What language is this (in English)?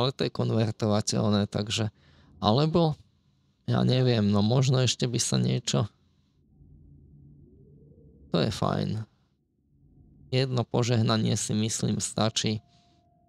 Slovak